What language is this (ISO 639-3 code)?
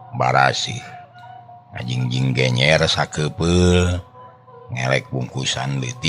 sun